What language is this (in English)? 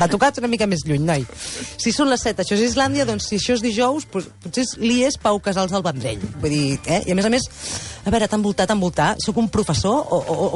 Catalan